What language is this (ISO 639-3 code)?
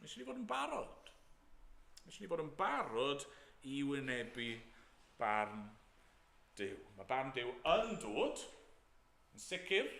cym